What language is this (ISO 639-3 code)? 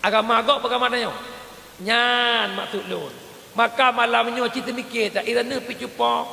ace